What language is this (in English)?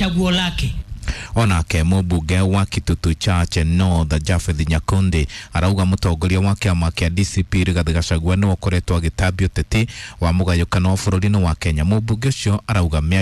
Kikuyu